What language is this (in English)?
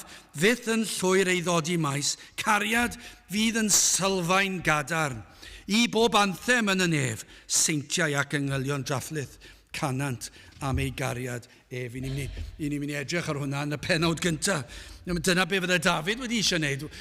Welsh